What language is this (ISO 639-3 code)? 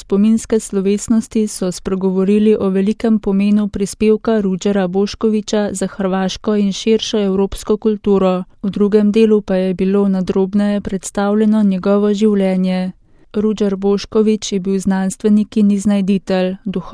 slv